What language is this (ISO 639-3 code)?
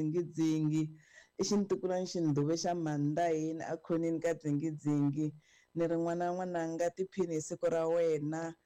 tso